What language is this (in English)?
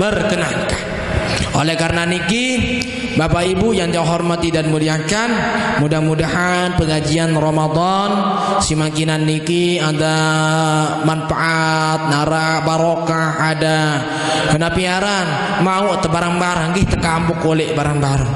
Sasak